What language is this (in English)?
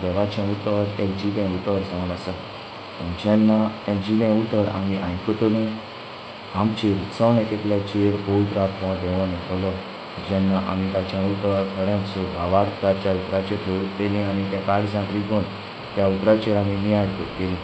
Konkani